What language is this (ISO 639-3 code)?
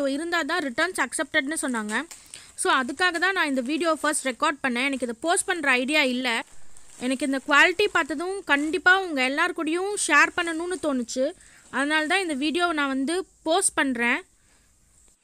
tam